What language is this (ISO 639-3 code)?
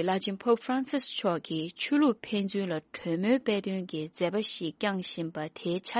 bod